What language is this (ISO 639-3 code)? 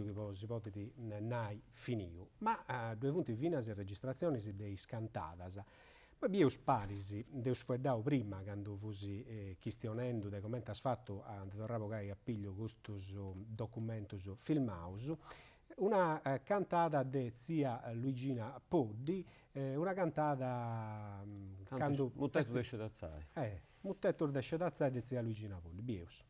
srd